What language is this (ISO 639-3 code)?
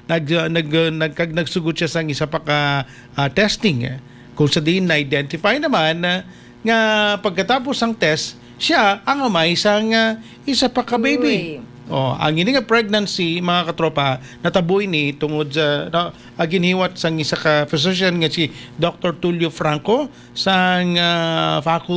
hil